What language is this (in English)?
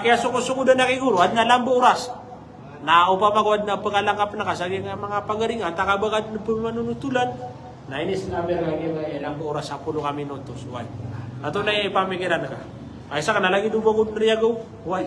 Maranao